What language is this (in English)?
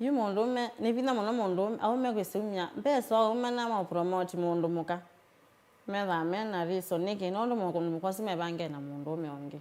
Kamba